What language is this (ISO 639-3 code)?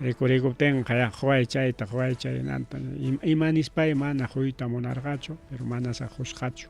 quy